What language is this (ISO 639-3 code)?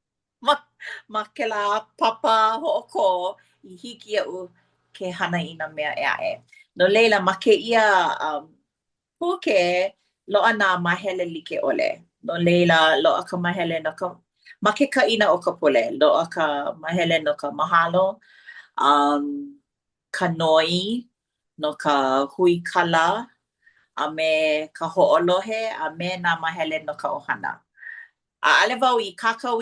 haw